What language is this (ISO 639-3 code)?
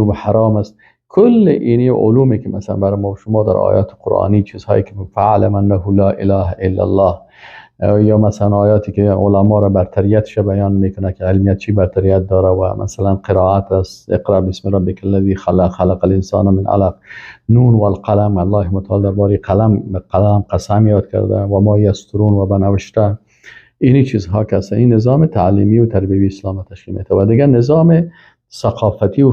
fas